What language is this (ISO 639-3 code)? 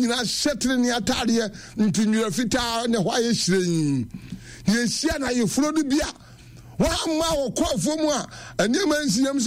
aka